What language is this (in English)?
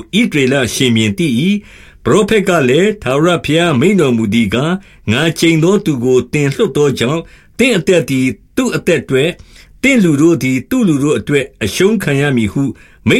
Burmese